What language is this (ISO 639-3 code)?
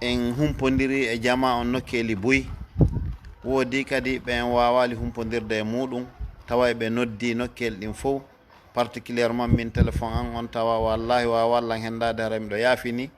ful